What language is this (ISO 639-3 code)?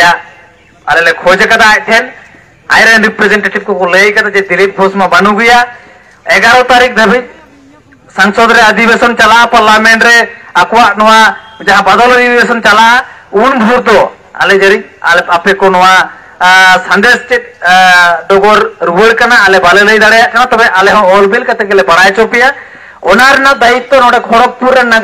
sat